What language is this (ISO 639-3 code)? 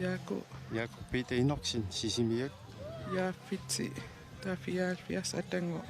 kal